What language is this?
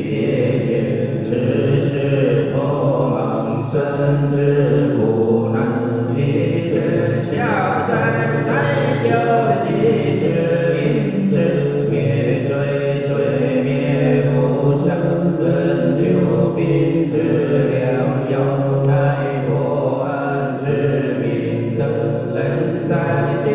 Chinese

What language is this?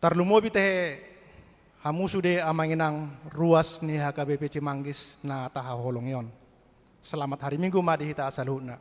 Batak Toba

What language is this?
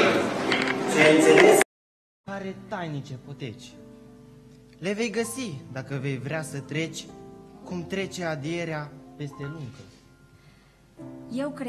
Romanian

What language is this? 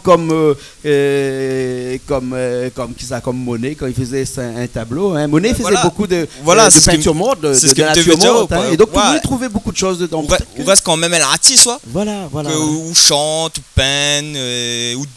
Réunion Creole French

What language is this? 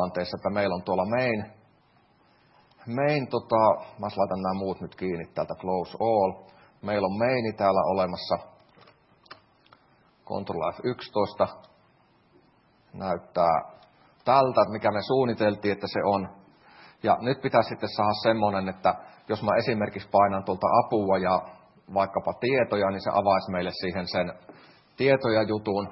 Finnish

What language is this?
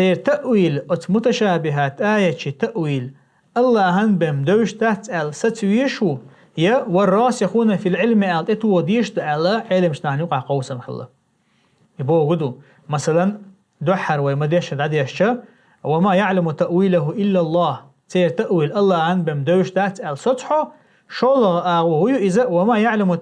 Chechen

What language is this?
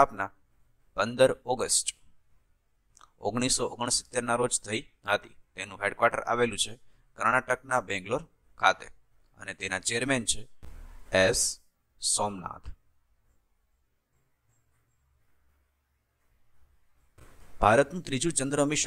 Gujarati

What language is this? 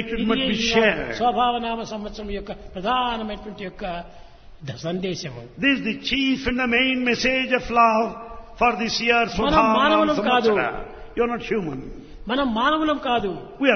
Telugu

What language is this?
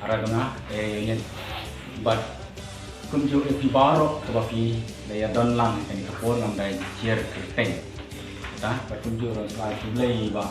Khasi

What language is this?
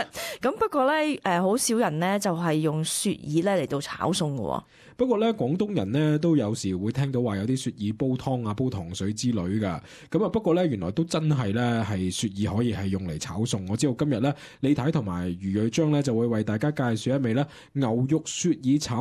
Cantonese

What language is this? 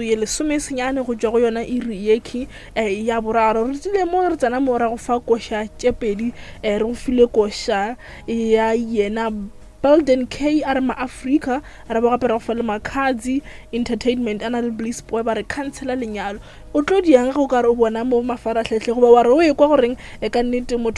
Northern Sotho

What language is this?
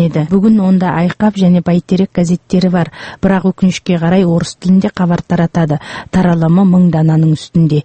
Kazakh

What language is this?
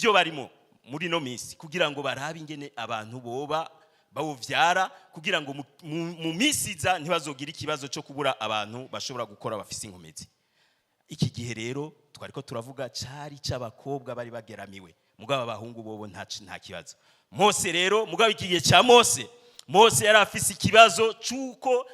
Rundi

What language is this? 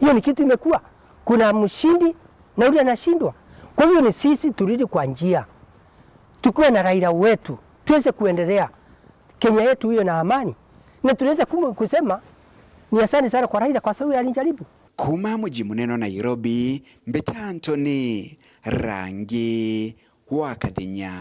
Meru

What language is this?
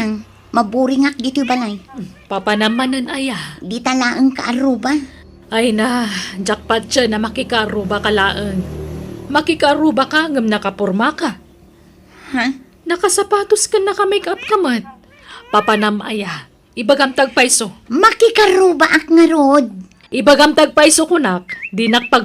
Iloko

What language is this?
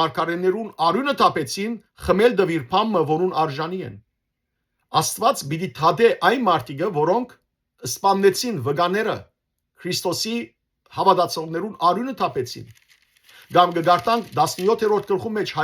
Western Armenian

